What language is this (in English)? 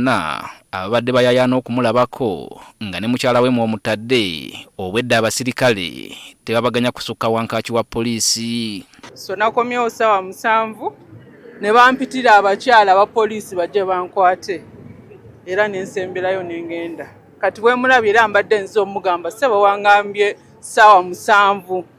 Ganda